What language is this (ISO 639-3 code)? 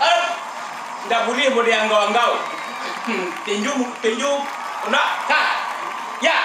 min